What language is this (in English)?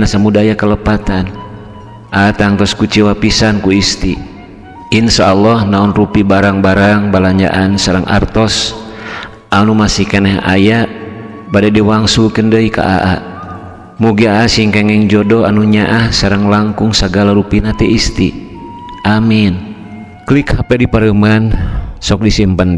Sundanese